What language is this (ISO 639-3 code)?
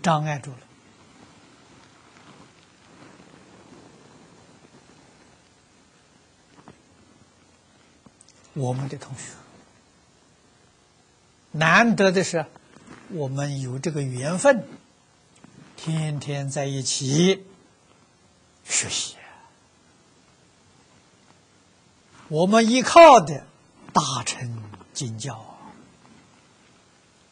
zho